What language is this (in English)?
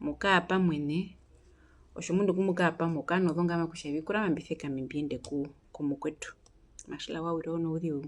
Herero